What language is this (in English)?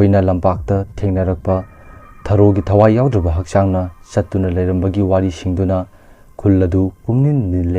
Manipuri